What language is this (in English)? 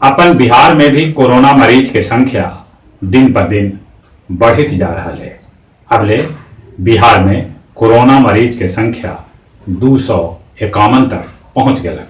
Magahi